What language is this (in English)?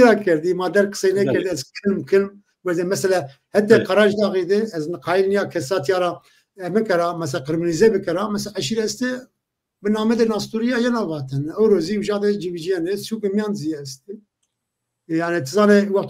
Zaza